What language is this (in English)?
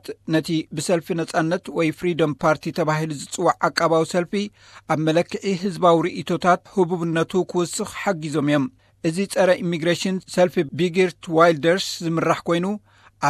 Tigrinya